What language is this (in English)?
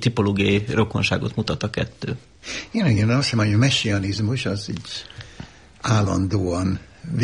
Hungarian